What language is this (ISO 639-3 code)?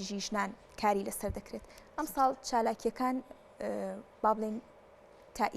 ckb